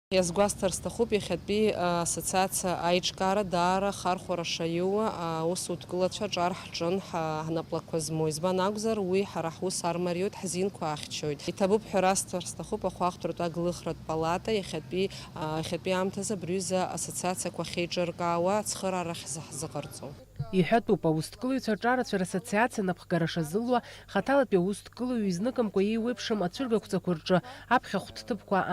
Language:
Abkhazian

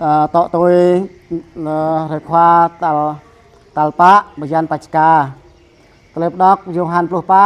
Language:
Jarai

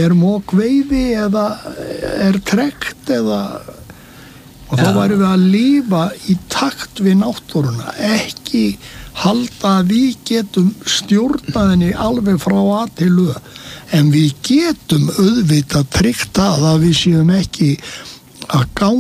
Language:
Icelandic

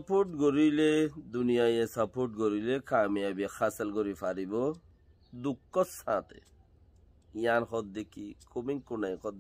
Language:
Rohingya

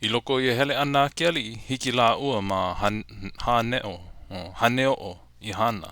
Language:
Hawaiian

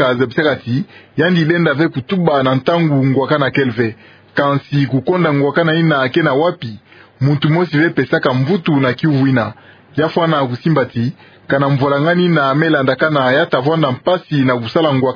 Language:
Kituba (Democratic Republic of Congo)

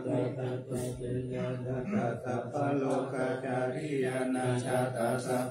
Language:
Pali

